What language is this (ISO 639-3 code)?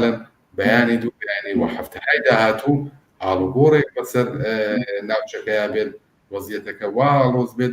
ckb